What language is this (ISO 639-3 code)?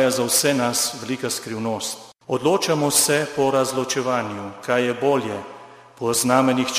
slv